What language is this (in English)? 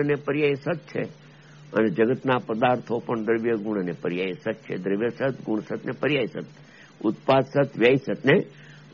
Gujarati